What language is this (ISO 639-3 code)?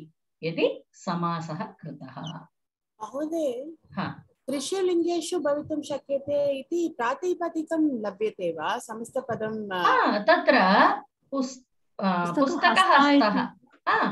san